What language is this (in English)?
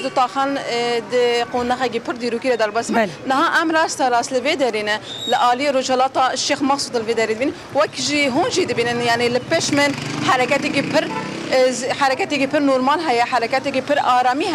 Kurdish